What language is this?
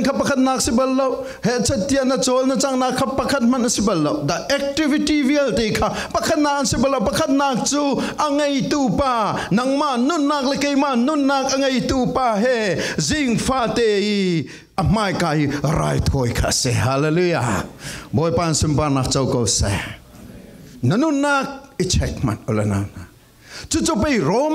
Falam Chin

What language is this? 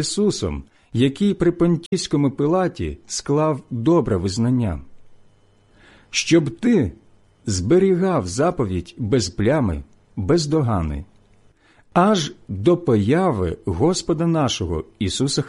Ukrainian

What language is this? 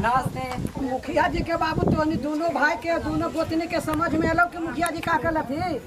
Magahi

